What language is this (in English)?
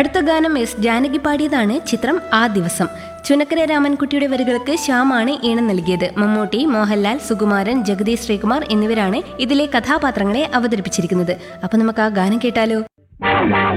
Malayalam